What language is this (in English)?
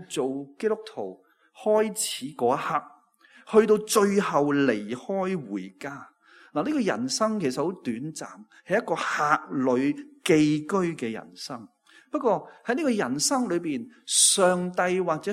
Cantonese